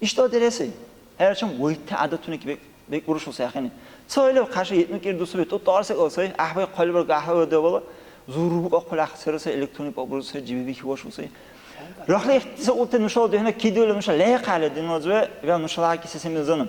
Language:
Dargwa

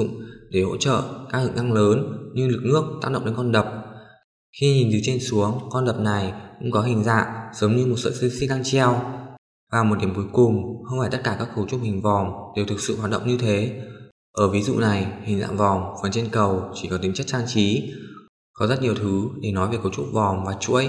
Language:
Vietnamese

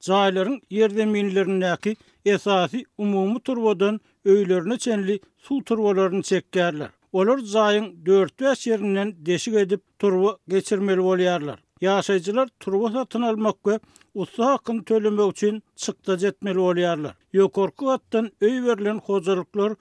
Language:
Turkmen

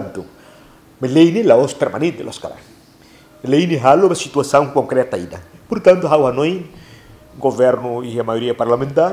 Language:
Tetum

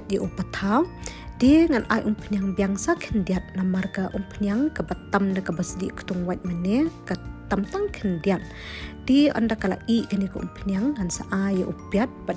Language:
Khasi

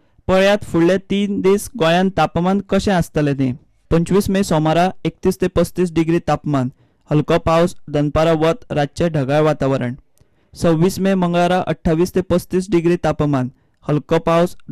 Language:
Konkani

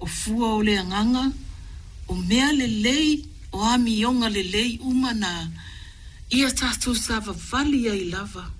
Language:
Samoan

